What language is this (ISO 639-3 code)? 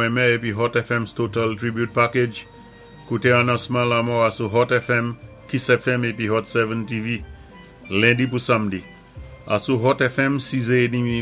acf